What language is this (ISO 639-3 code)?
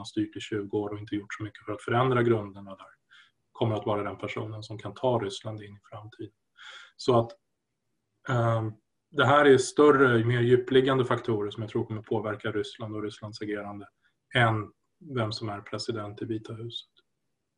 swe